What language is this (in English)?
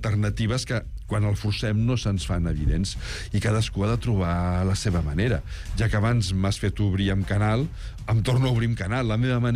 Catalan